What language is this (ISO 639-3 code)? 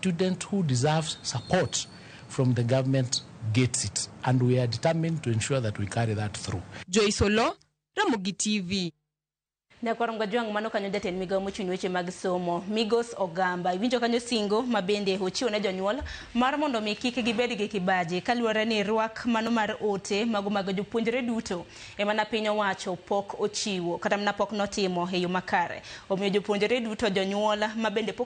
luo